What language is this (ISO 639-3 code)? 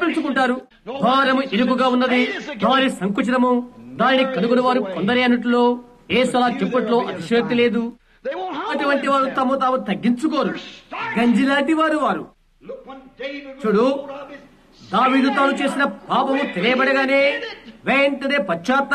tel